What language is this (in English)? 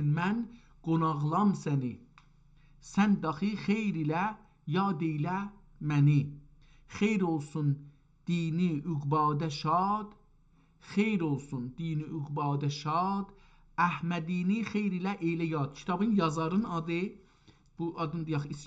South Azerbaijani